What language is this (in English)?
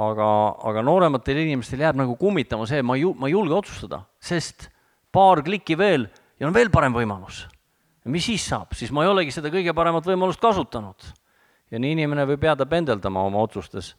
Estonian